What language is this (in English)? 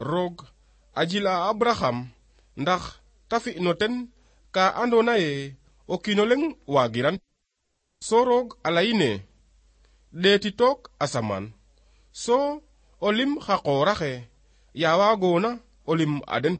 Serer